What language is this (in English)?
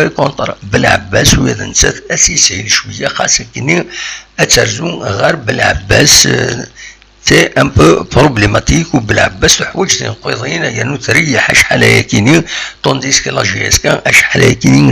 Kabyle